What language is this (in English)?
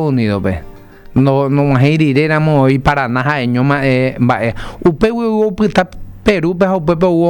Guarani